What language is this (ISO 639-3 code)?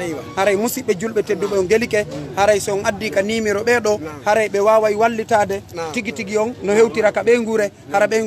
ful